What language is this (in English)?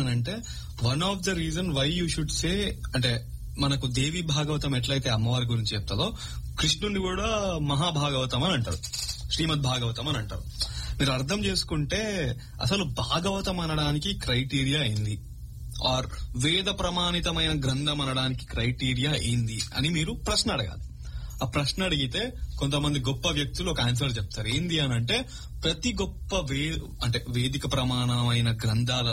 Telugu